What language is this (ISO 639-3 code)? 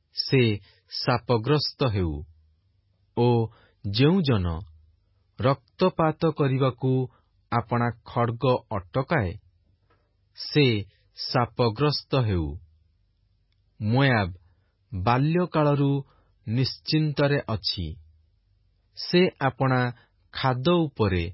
ori